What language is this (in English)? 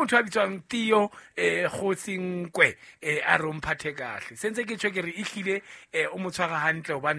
Southern Sotho